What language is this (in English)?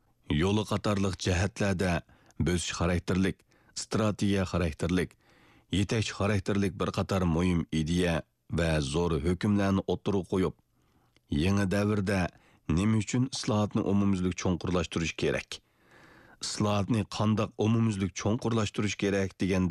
Uyghur